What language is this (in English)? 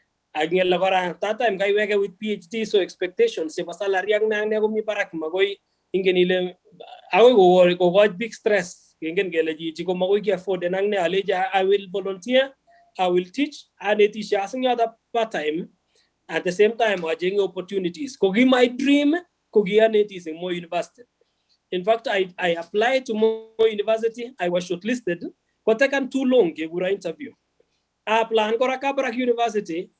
Kalenjin